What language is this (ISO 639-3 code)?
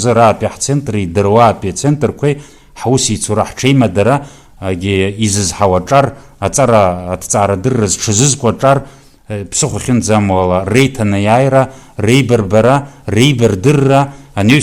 abk